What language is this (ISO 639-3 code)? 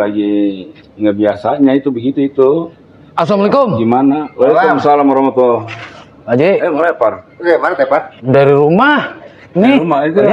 bew